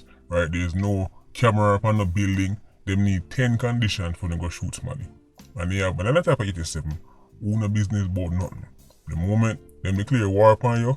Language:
Jamaican Creole English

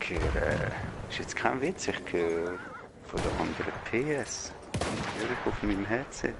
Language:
Swiss German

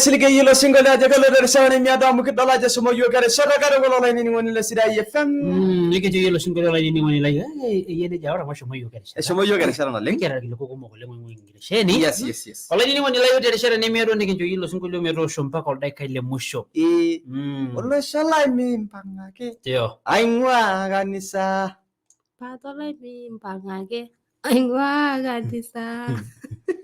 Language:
Masai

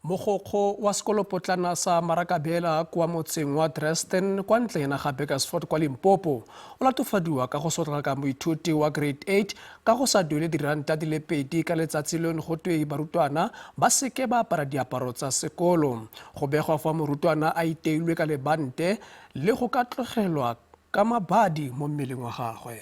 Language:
Tswana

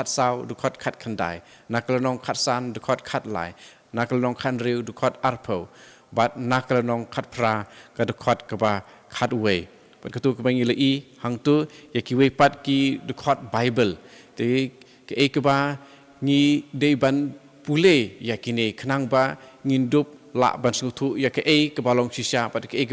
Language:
Khasi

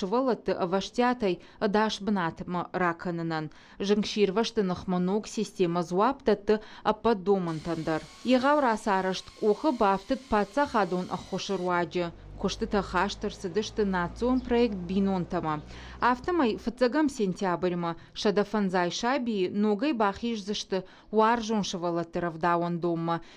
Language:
Ossetic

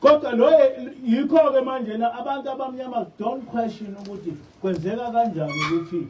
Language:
Zulu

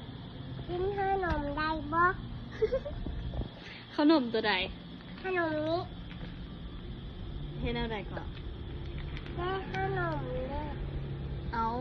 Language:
Lao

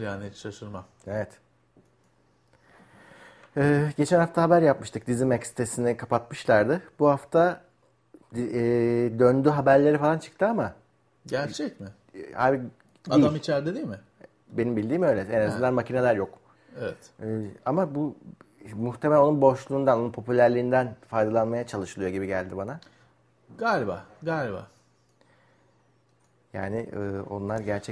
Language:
Turkish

